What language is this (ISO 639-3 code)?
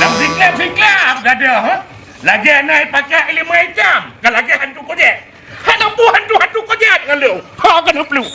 ace